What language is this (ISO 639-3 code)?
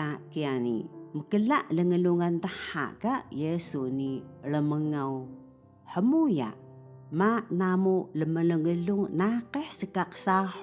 trv